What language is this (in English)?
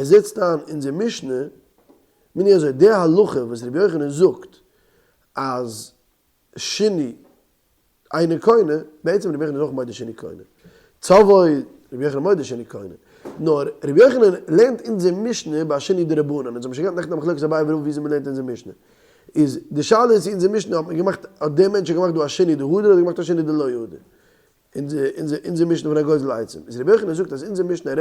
Yiddish